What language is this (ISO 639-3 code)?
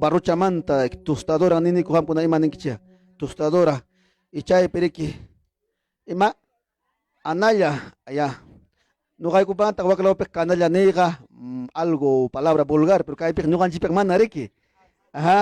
quy